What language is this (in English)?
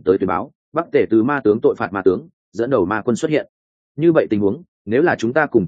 Vietnamese